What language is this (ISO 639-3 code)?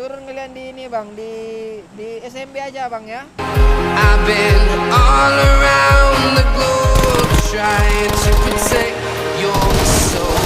min